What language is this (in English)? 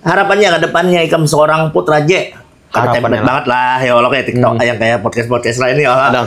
Banjar